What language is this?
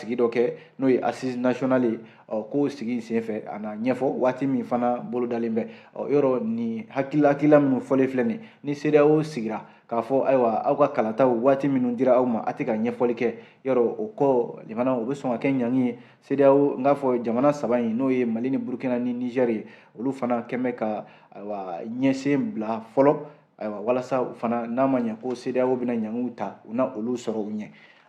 Bambara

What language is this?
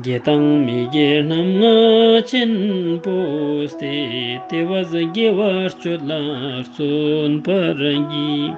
Ladakhi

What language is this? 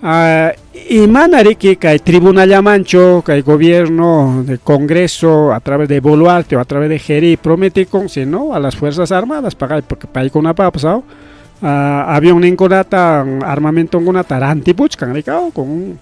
Ayacucho Quechua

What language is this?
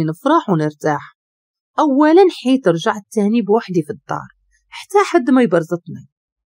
Moroccan Arabic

